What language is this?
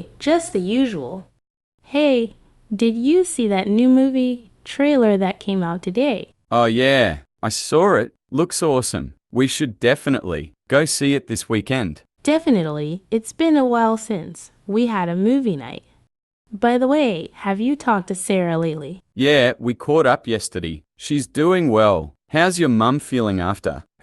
English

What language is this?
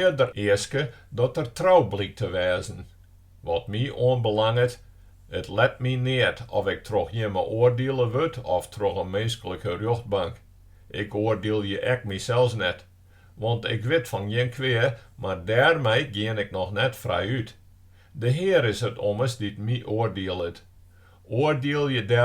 Western Frisian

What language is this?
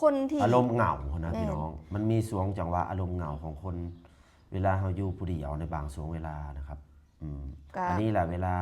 Lao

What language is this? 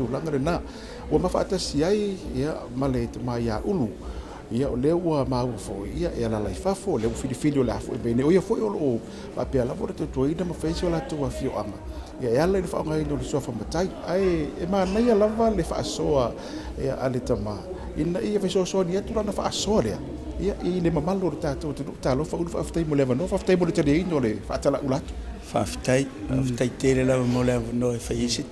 Samoan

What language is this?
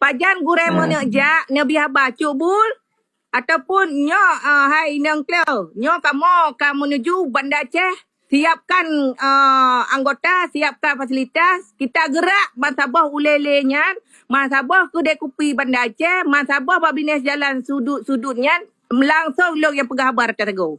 Achinese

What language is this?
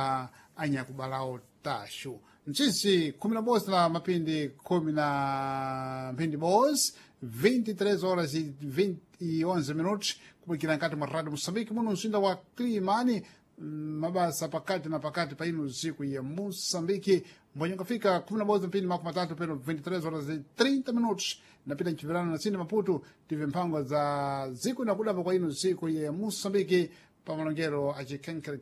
Sena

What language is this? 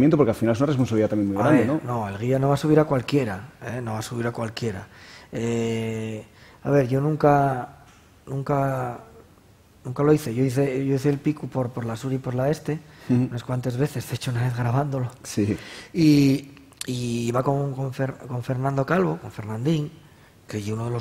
Spanish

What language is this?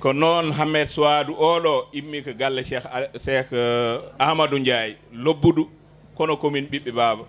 Fula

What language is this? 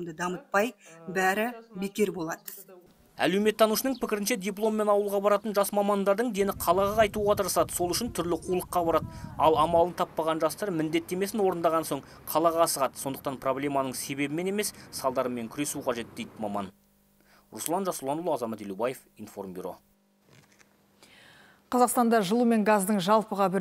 Kazakh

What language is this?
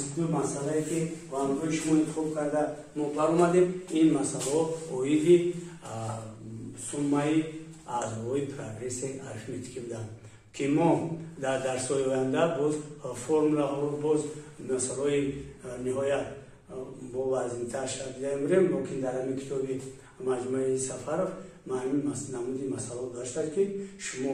Tajik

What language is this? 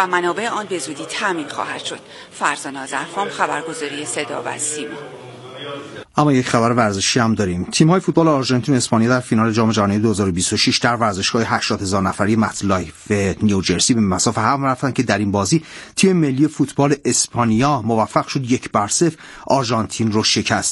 Persian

